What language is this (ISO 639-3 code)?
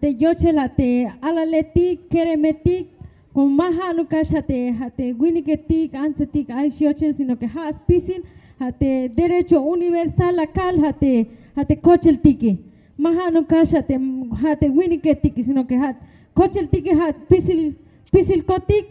tzh